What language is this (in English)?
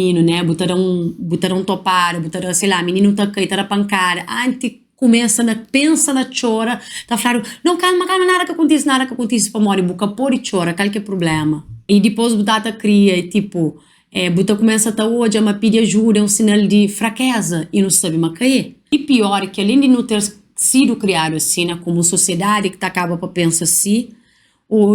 Kabuverdianu